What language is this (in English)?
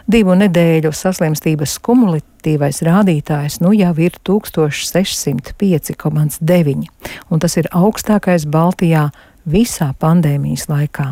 Latvian